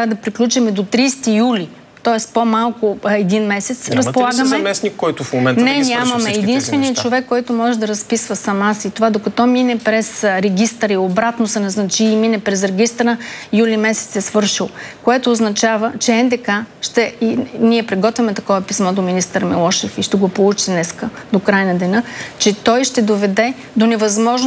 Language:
Bulgarian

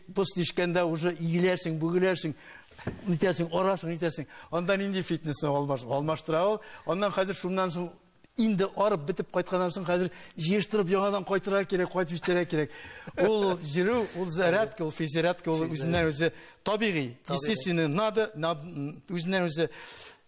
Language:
Tatar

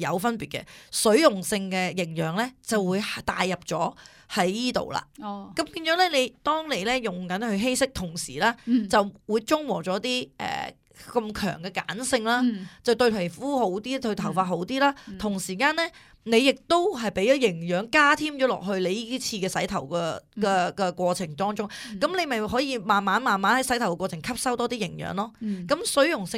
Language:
Cantonese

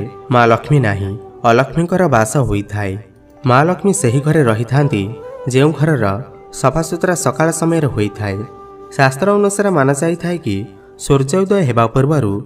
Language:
Odia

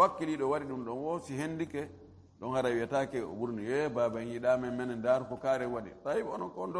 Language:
Fula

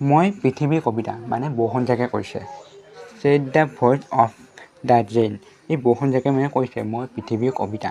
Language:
Assamese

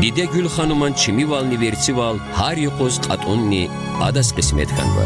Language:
Lezghian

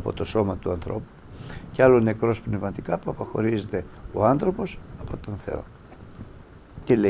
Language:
Greek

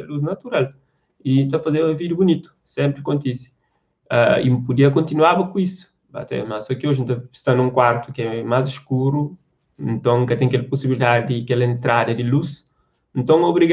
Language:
Kabuverdianu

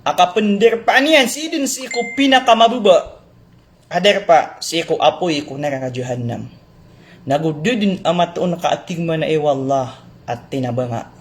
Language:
Maranao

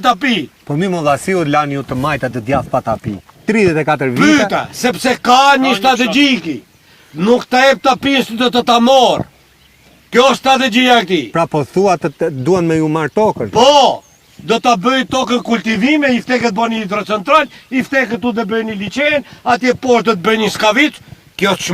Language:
Albanian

